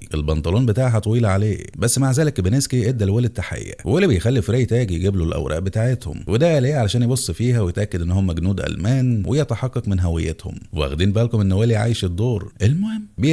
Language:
Egyptian Arabic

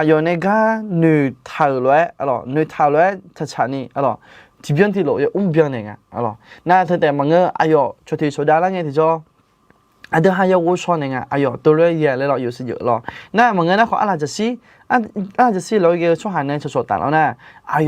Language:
Akha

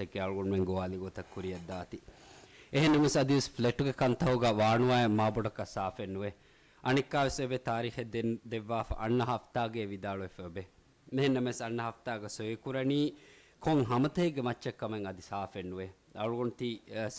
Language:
Divehi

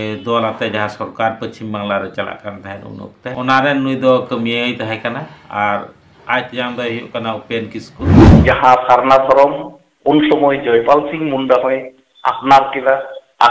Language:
Santali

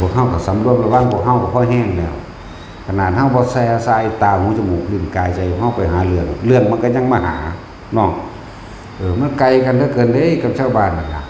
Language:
Northeastern Thai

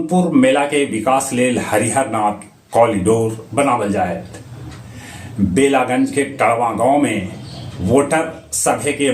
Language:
Magahi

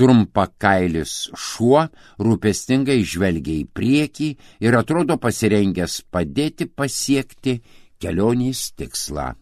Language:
Lithuanian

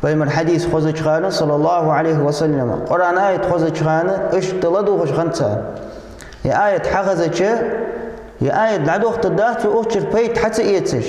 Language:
Ingush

